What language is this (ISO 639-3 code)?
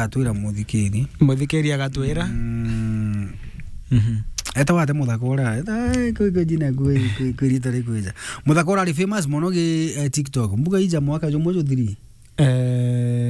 mer